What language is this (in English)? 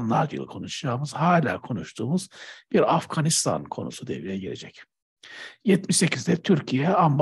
Turkish